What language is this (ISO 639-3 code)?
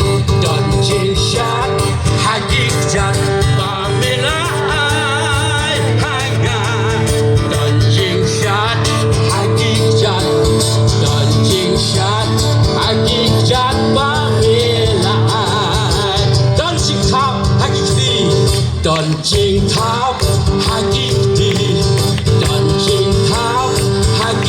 kha